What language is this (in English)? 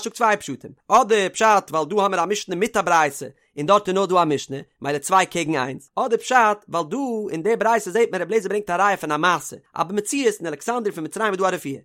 Yiddish